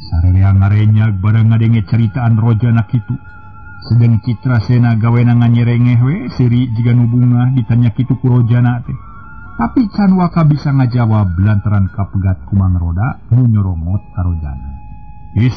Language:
Sundanese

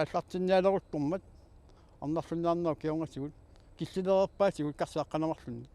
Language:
Kalaallisut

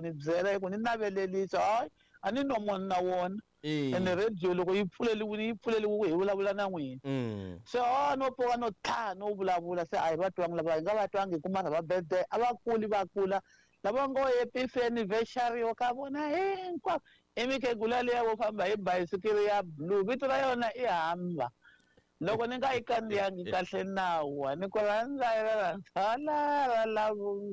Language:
Tsonga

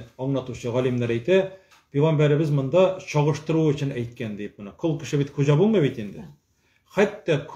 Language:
Tatar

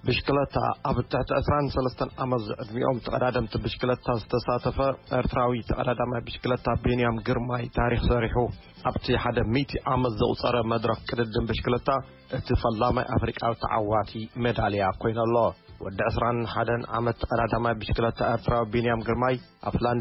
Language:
Tigrinya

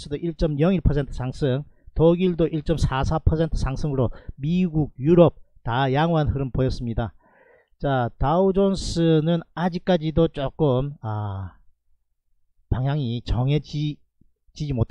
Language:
Korean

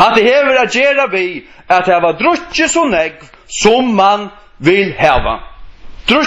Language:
Faroese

